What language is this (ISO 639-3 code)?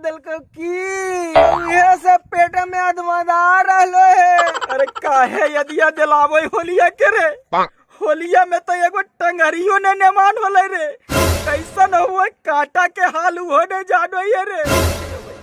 mag